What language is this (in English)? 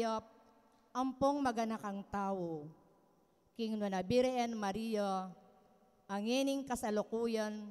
Pampanga